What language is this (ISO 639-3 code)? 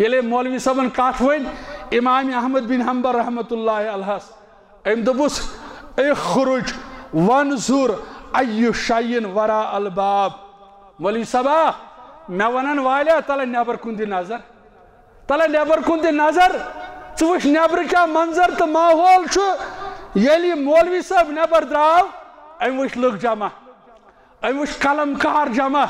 kas